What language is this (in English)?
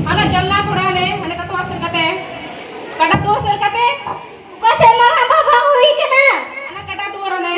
Santali